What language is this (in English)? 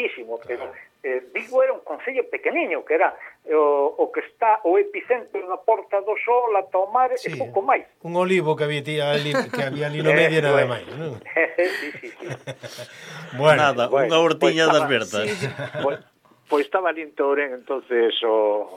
Galician